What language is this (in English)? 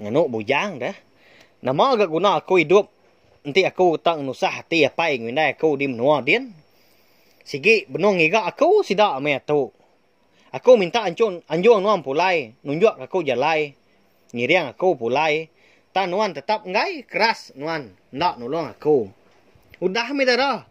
Iban